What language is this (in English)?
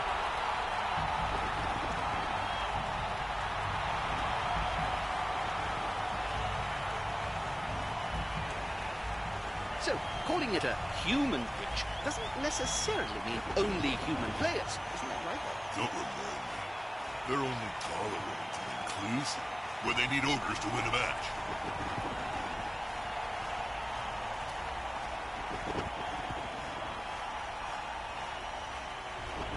English